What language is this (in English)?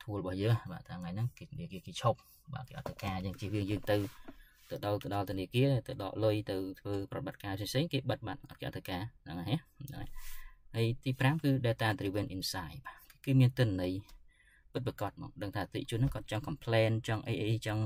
Khmer